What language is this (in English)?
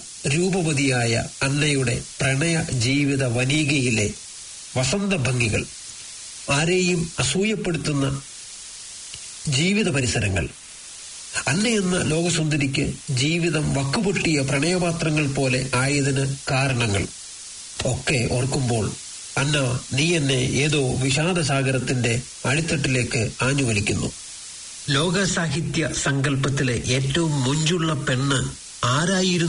Malayalam